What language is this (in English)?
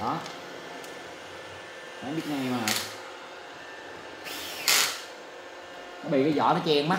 Vietnamese